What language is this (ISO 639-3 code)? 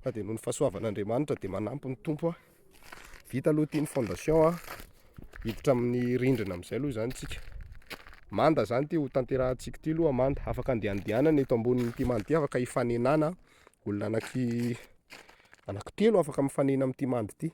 mlg